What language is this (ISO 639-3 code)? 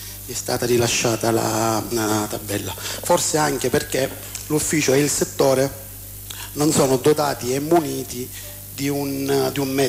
ita